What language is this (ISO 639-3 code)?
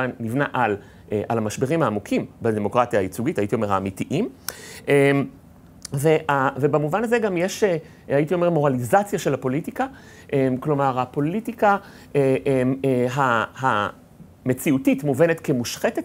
heb